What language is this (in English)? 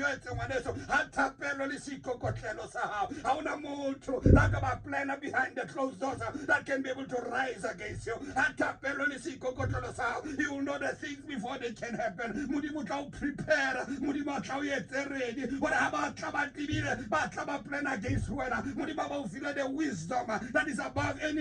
Tswana